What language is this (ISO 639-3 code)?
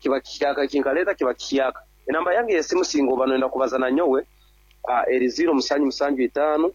nyn